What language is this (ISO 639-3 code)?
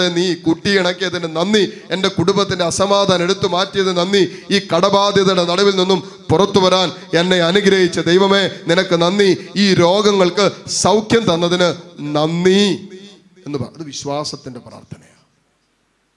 mal